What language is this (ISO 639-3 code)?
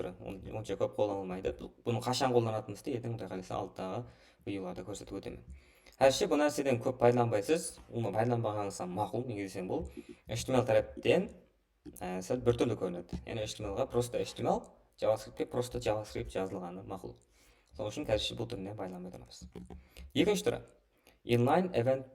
kaa